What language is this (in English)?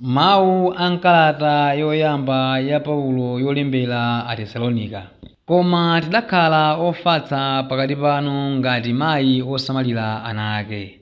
Nyanja